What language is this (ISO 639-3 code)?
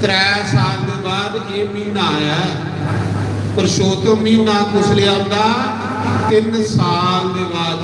doi